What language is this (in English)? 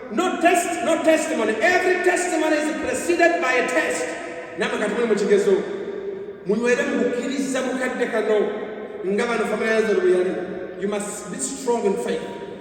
Ganda